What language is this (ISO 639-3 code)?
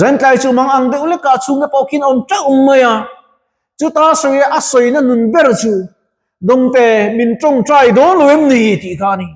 lus